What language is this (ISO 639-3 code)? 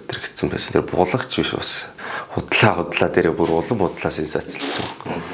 mon